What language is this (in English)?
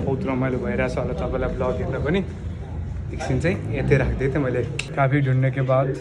Nepali